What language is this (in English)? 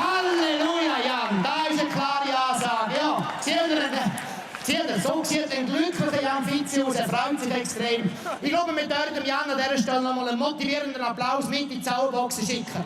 Swiss German